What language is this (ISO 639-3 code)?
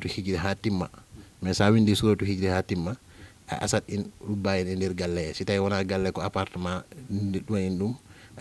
ful